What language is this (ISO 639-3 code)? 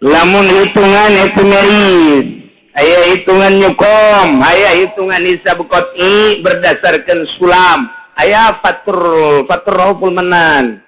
sun